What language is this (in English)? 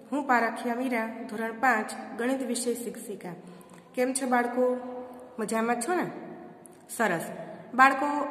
Gujarati